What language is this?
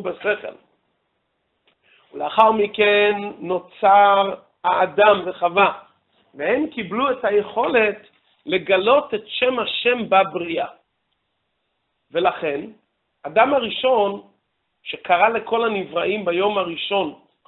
Hebrew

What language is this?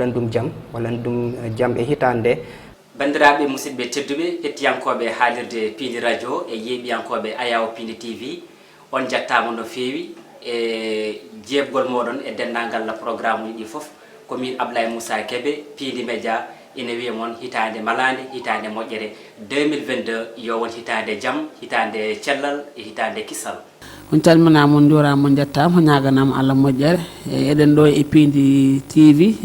Fula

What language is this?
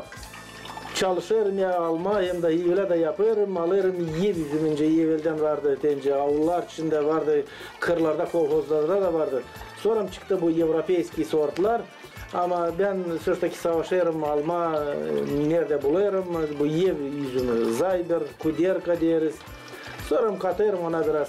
Gagauz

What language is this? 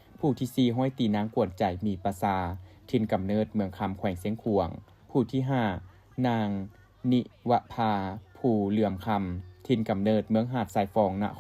Lao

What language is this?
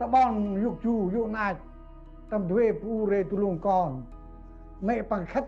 Central Mnong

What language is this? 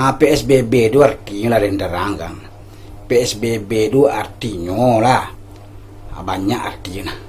Minangkabau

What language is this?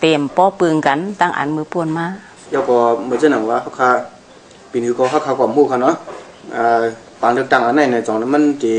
Shan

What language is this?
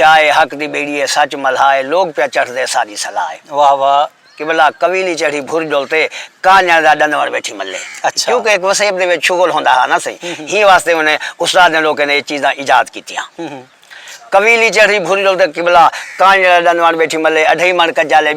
Saraiki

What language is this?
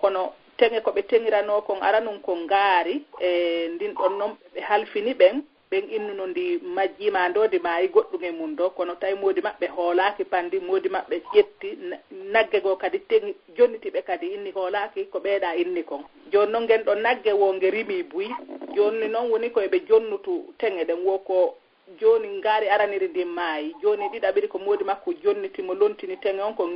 Fula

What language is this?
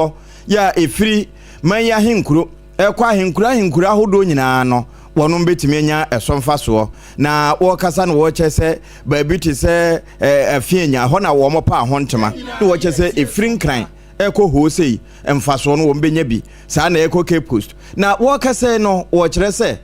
Akan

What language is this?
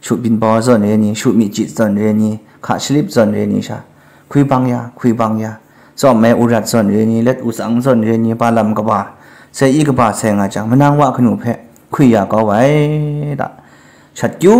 Kachin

